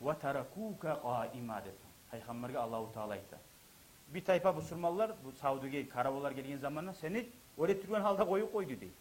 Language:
Kumyk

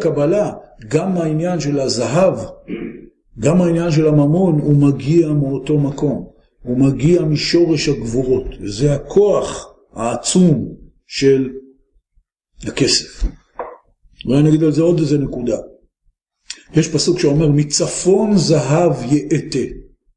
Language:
Hebrew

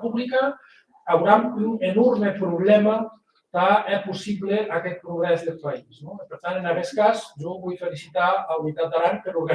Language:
Occitan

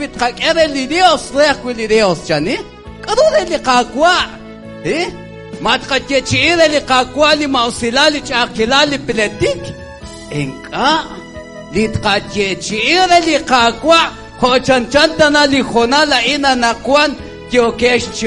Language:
Kekchí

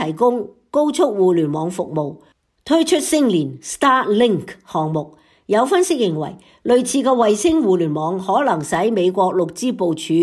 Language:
Cantonese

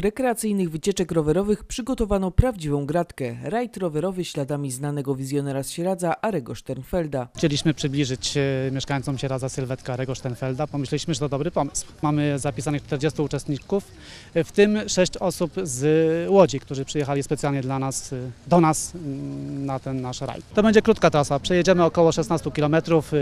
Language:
Polish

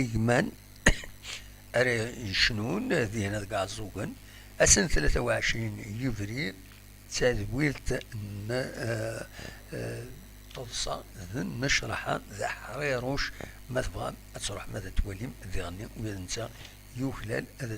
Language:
Kabyle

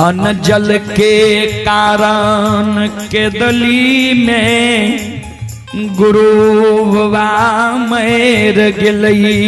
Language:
Maithili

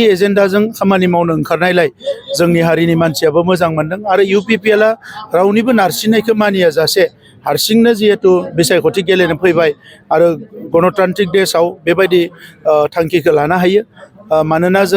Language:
Bodo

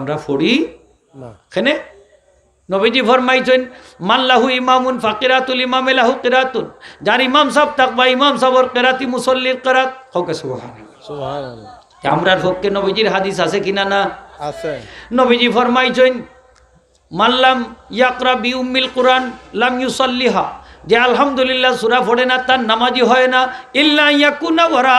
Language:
Sylheti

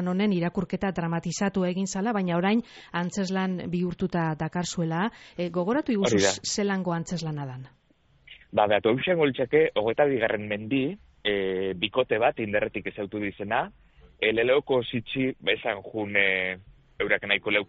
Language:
Basque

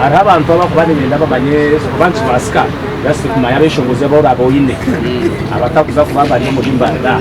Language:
Nyankole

